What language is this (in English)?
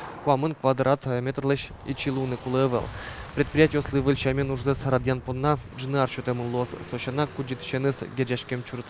Udmurt